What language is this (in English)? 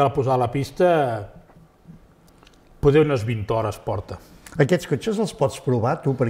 Catalan